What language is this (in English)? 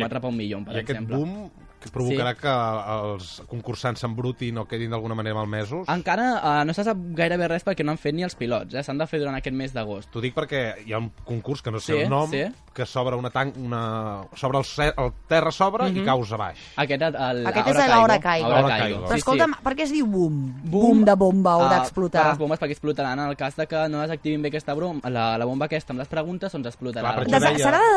Catalan